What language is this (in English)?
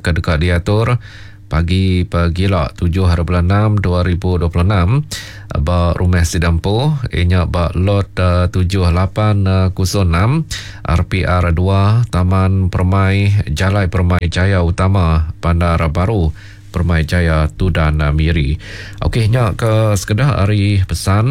Iban